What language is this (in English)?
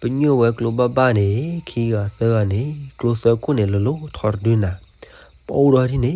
S'gaw Karen